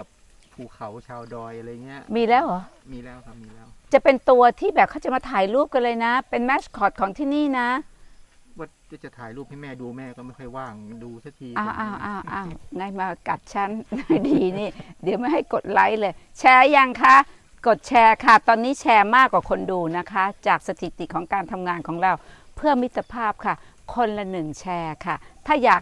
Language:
Thai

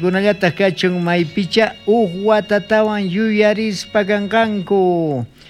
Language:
South Bolivian Quechua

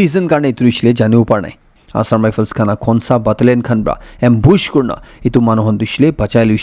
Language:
Naga Pidgin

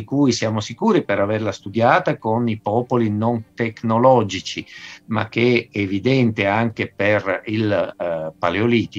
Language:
Italian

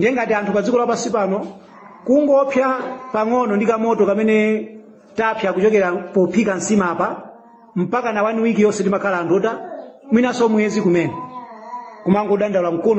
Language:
Nyanja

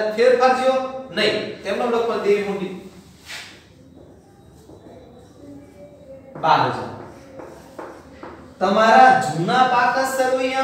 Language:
Gujarati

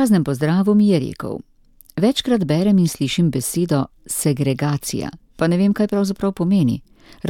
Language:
Slovenian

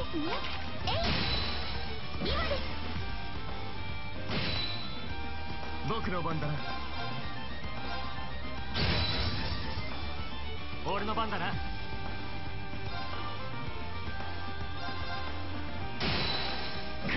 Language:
Japanese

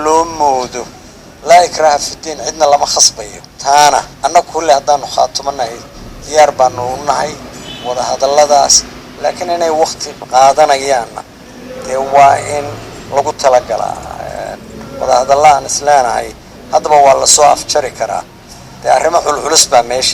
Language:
Somali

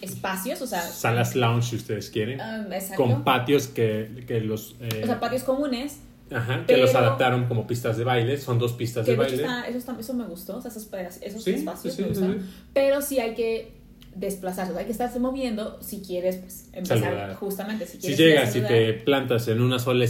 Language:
Spanish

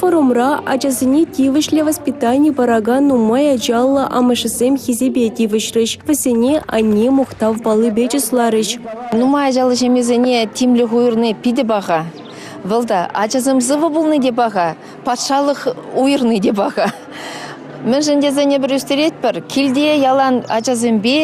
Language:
Chuvash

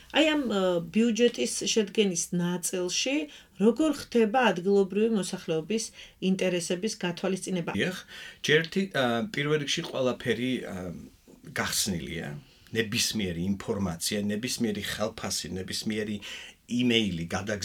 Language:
Georgian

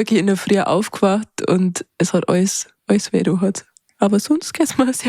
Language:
Bavarian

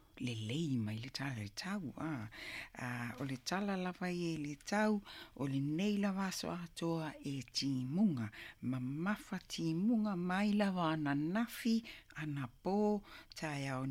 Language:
Samoan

